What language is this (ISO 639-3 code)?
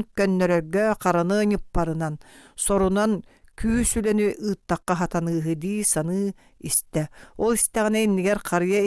sah